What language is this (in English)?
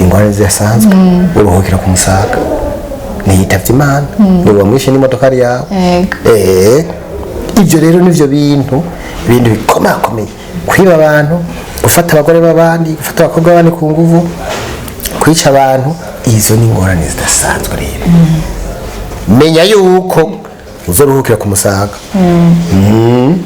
Rundi